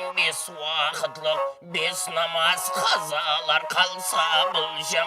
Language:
Kara-Kalpak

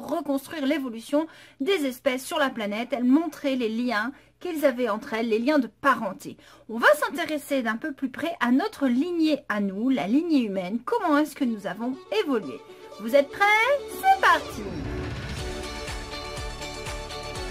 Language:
French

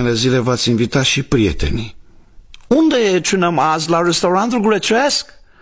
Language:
Romanian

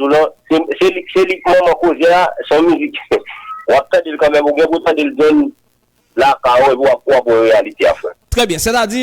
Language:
Haitian Creole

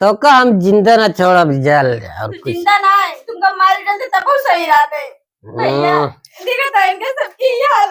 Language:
Awadhi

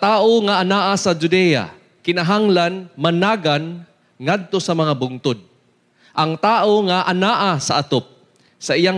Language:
Cebuano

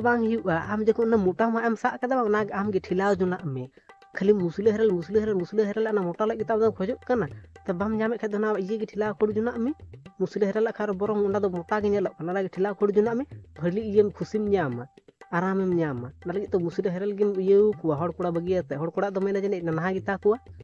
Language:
Santali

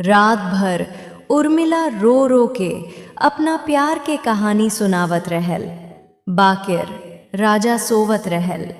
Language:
Bhojpuri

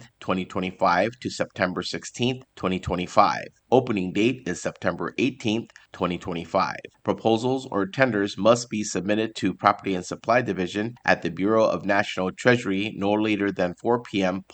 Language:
Palauan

